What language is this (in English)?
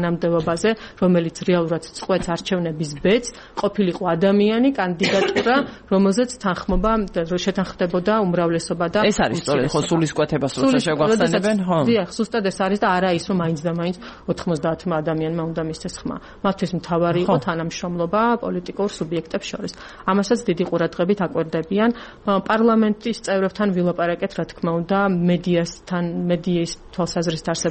Georgian